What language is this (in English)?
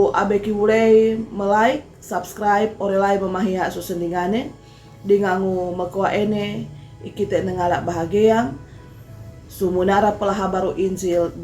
Sangir